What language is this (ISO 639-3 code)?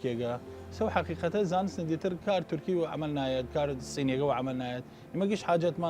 sdh